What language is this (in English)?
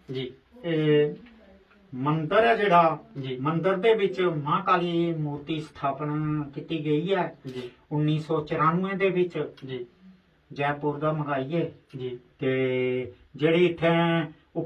Dogri